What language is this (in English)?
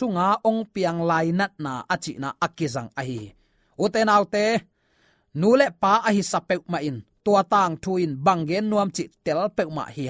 Tedim Chin